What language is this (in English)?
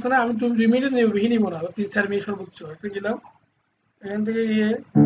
Bangla